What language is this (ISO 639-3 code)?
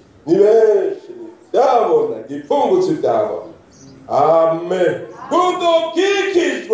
run